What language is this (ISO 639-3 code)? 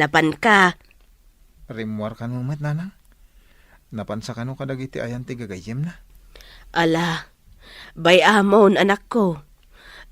ilo